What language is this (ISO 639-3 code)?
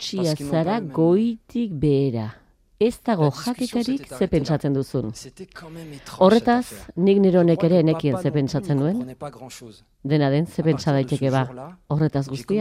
eus